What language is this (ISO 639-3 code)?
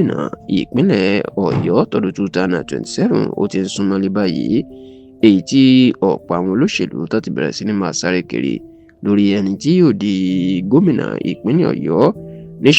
yor